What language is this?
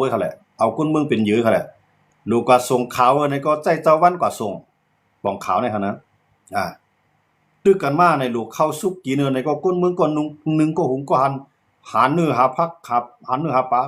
Shan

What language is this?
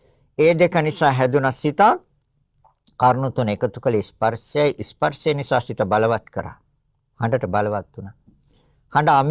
Sinhala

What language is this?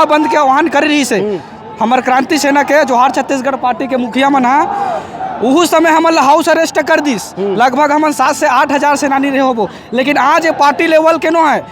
Chhattisgarhi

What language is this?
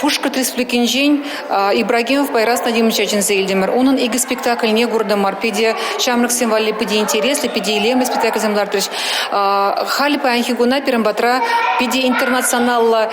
Chuvash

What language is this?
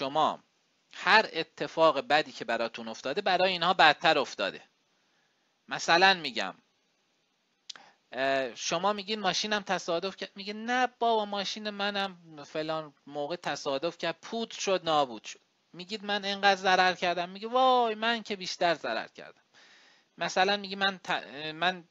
Persian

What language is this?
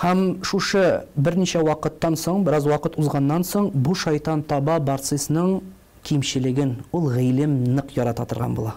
Tatar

